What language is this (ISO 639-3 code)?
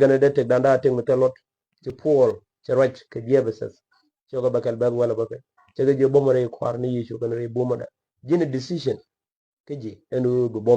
nus